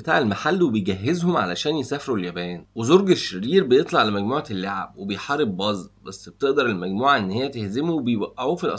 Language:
Egyptian Arabic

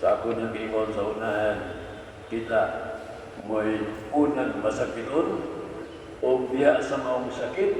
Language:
Cebuano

